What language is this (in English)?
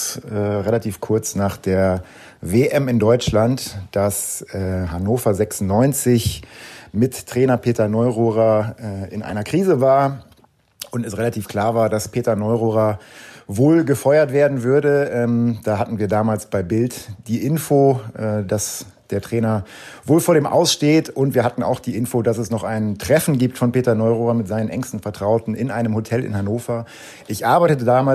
German